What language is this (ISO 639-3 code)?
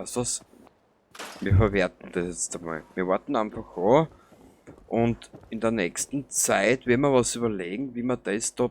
bar